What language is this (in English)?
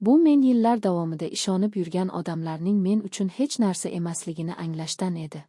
Uzbek